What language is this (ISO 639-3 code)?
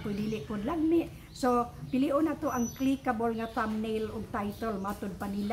ceb